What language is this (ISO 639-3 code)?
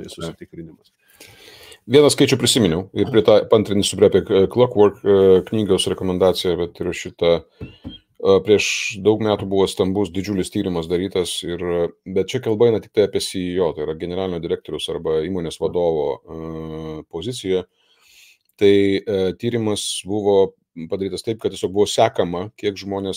lit